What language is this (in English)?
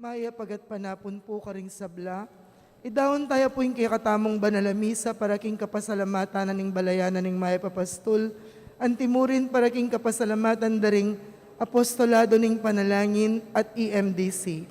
Pampanga